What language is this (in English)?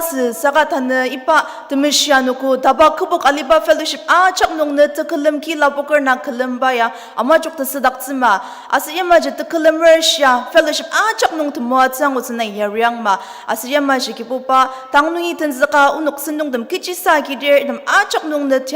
Ao Naga